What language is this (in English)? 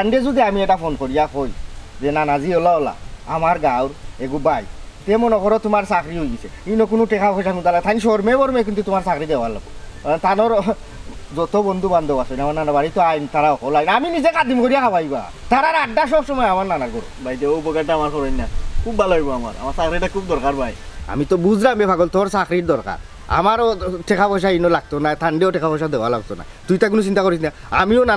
Sylheti